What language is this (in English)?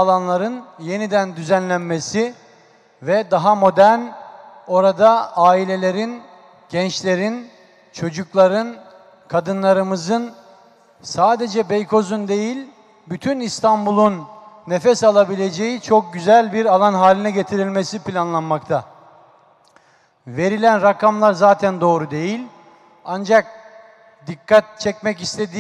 Turkish